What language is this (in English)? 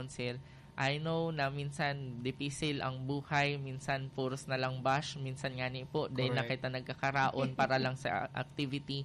Bikol